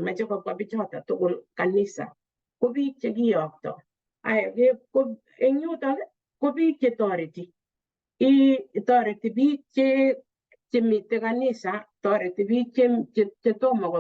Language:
Kalenjin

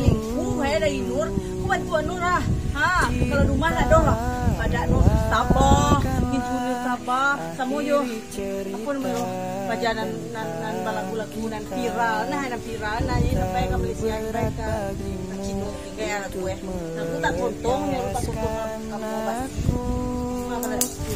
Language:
Minangkabau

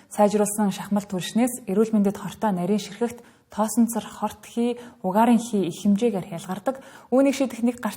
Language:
Mongolian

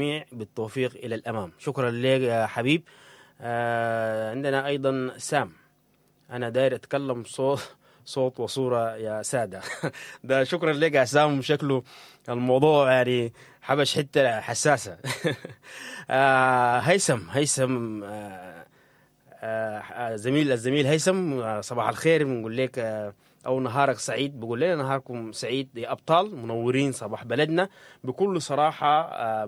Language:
Sudanese Arabic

